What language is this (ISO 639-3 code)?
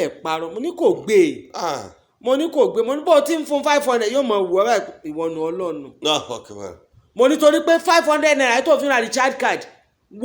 yor